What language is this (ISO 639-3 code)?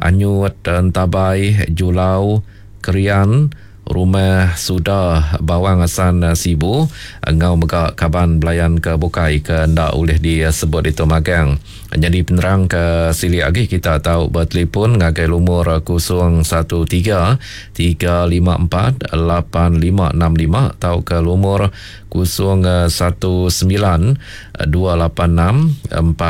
iba